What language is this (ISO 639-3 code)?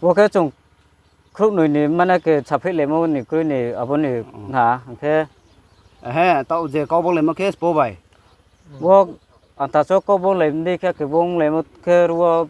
ria